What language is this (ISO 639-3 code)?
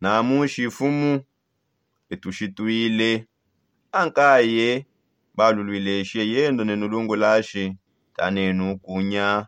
sop